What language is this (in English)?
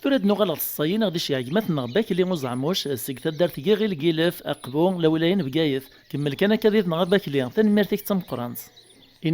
Kabyle